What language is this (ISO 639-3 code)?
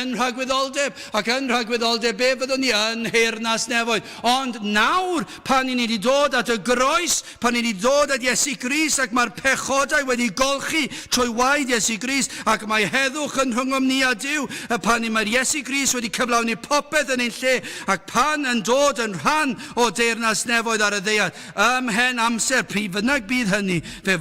cym